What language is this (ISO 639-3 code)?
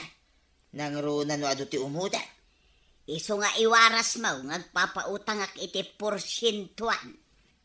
ilo